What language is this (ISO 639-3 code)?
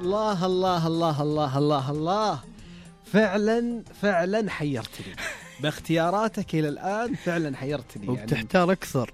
ars